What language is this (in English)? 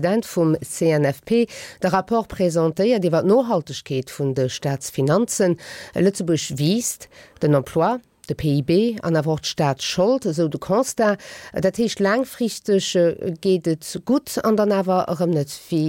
Luxembourgish